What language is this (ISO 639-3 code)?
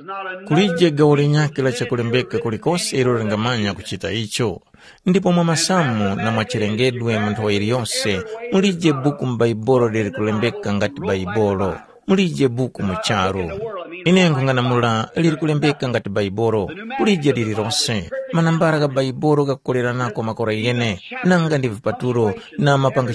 tum